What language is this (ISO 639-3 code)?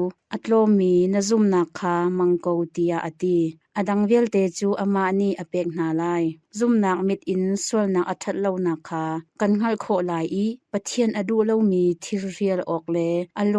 cnh